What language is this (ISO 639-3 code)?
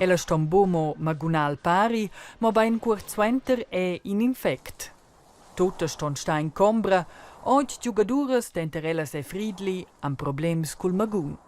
roh